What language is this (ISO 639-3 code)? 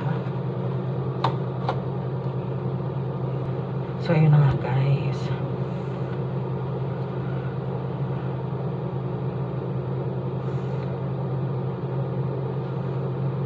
fil